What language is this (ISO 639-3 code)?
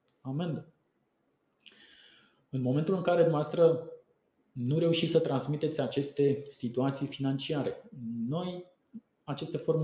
ron